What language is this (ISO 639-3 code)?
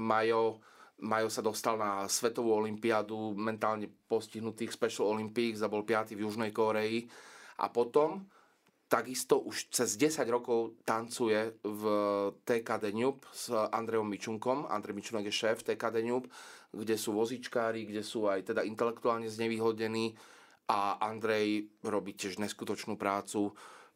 slk